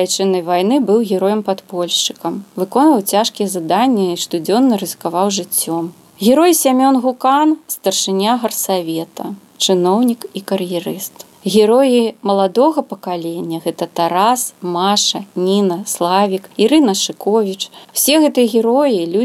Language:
Belarusian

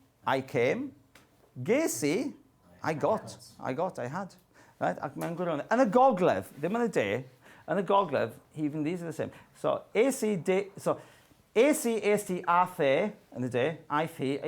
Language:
Welsh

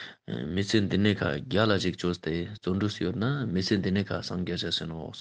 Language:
Ladakhi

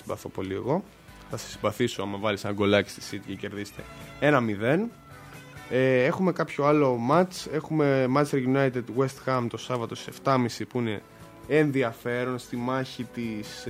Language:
Greek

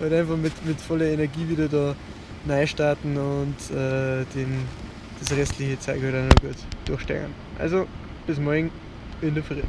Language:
Bavarian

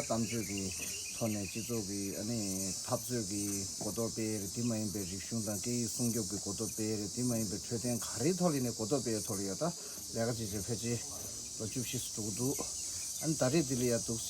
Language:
Tibetan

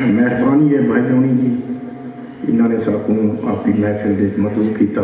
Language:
Saraiki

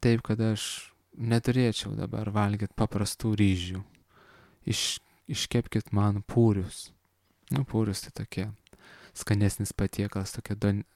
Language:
Lithuanian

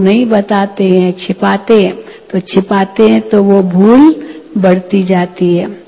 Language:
Hindi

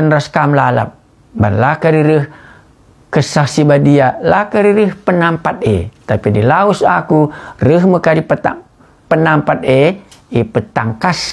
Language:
Batak Karo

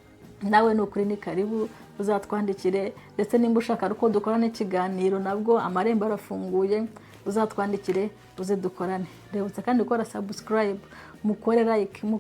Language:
Kinyarwanda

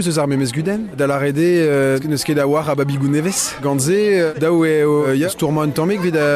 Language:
Breton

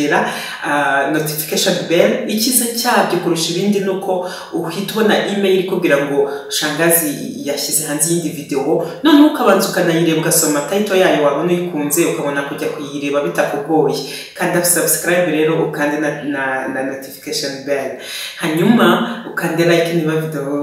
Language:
Kinyarwanda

